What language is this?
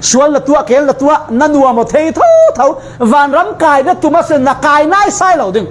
Falam Chin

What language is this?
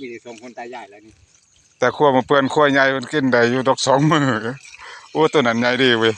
Northeastern Thai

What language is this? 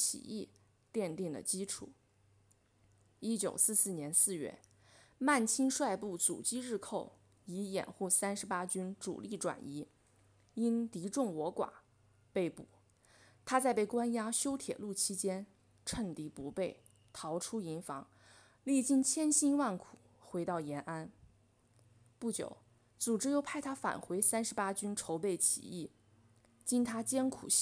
Chinese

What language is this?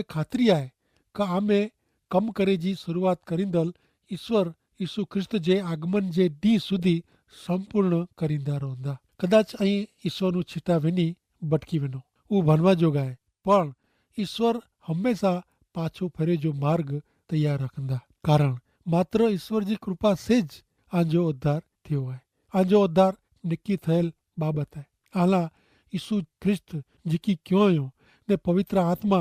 Kachhi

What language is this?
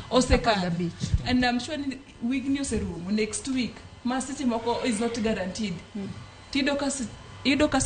Luo (Kenya and Tanzania)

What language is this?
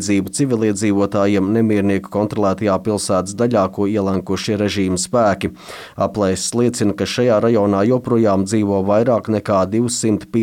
Latvian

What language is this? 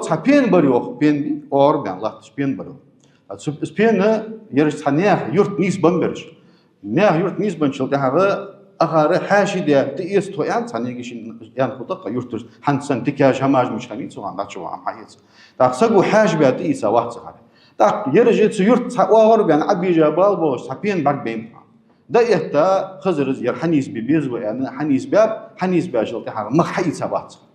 Ingush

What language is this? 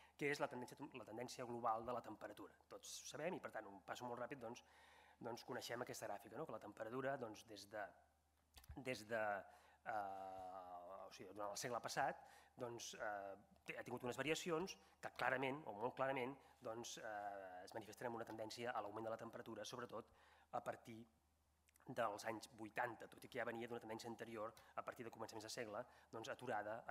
Catalan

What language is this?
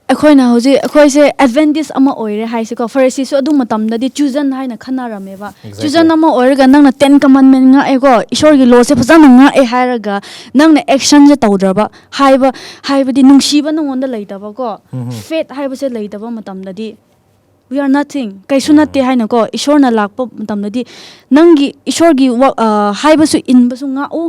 Manipuri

